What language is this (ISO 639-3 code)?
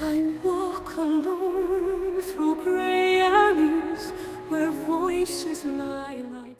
bar